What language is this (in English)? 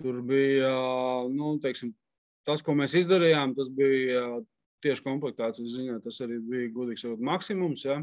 Latvian